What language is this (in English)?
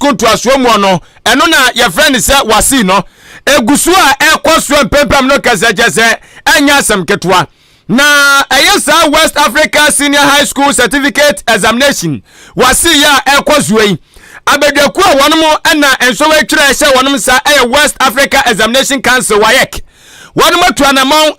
Akan